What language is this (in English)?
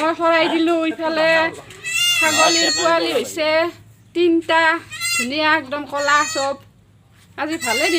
Assamese